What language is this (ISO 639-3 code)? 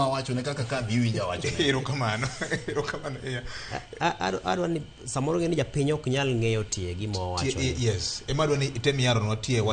luo